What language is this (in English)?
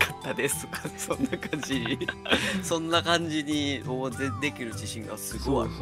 Japanese